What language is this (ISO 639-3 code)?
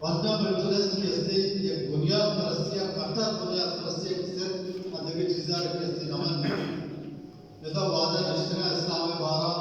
bal